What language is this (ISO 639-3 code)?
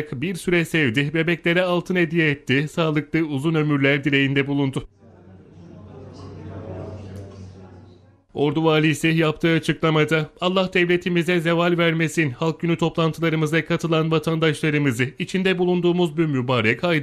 tur